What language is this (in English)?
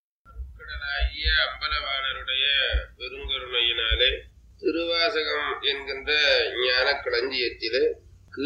Tamil